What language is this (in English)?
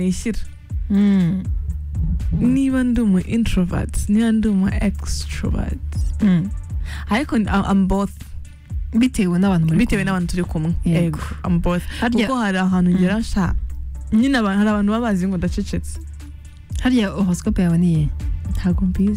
Kinyarwanda